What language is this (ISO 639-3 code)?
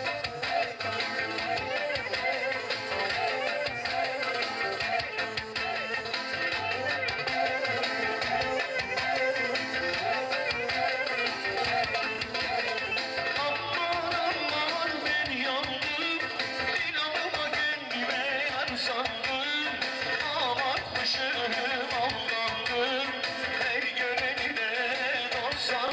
tur